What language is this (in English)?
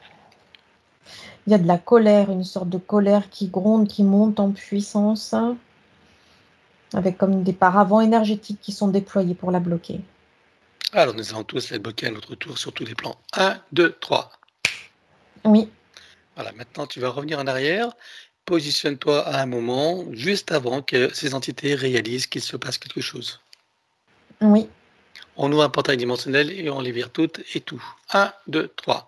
French